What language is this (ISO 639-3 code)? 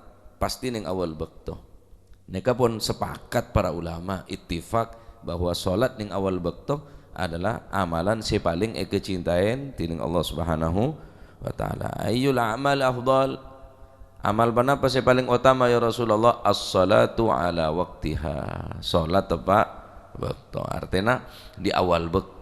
mad